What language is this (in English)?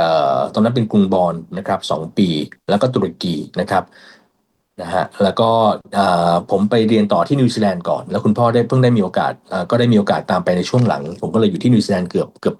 Thai